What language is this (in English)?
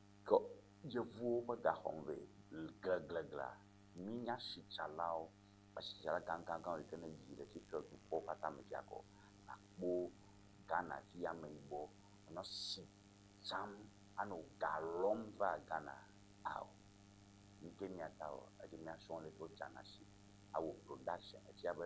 Ewe